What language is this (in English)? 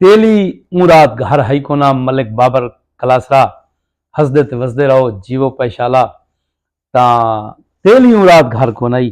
Saraiki